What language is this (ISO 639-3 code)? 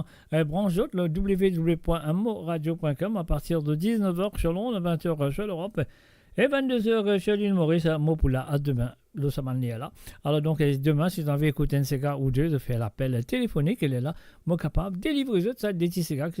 mfe